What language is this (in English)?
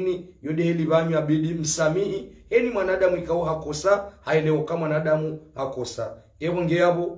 Ngazidja Comorian